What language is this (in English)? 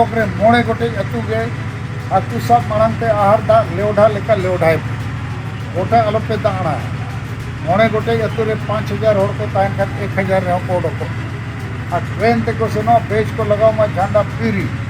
Santali